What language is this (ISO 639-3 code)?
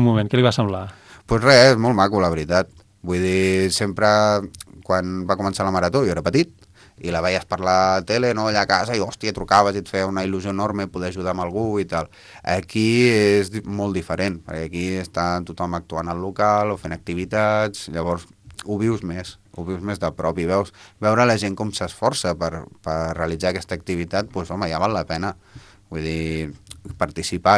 cat